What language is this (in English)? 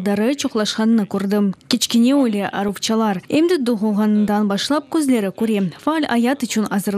Crimean Tatar